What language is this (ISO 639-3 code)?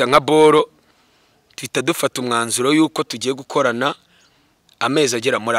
kin